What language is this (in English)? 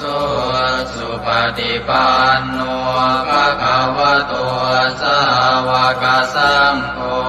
Pali